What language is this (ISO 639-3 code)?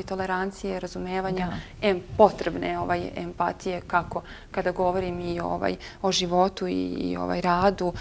srp